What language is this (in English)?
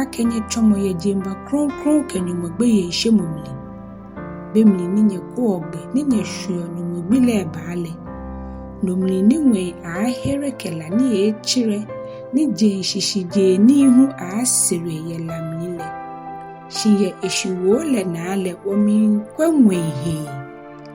Ga